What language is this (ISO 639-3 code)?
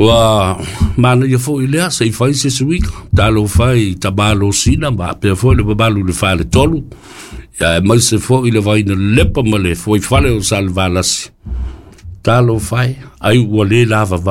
smo